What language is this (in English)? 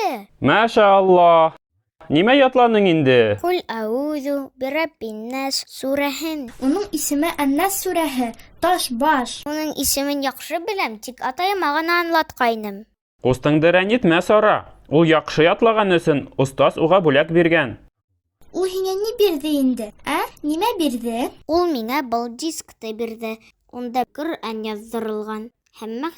Bashkir